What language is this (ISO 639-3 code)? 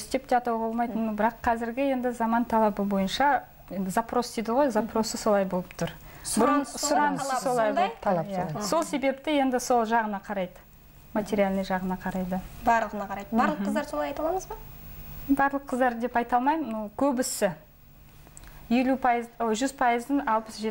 kaz